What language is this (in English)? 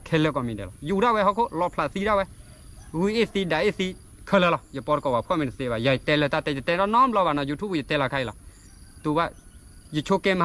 S'gaw Karen